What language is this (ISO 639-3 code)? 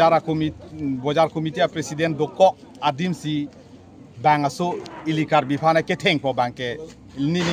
mjw